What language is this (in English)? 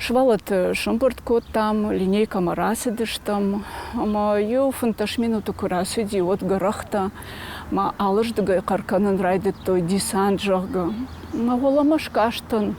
Ossetic